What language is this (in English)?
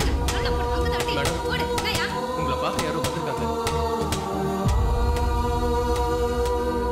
Tamil